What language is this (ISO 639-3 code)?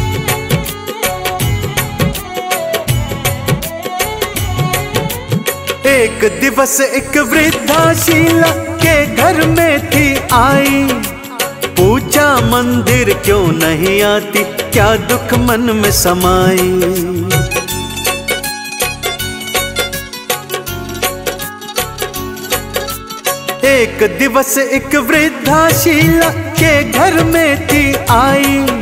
hin